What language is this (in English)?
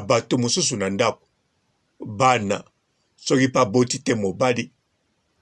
Lingala